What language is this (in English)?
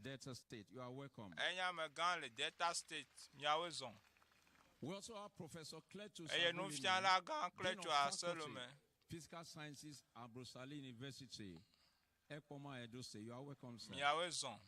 Ewe